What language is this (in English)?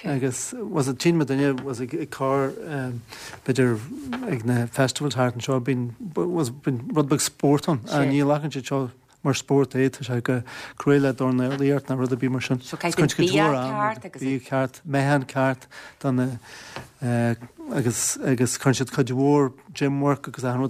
Irish